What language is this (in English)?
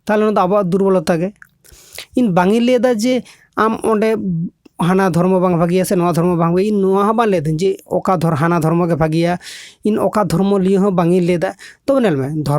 Santali